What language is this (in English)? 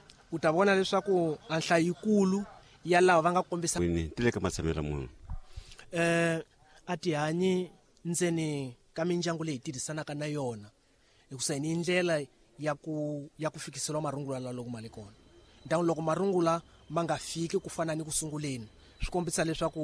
Tsonga